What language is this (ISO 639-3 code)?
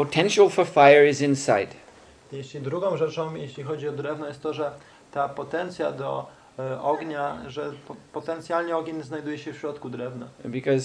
pol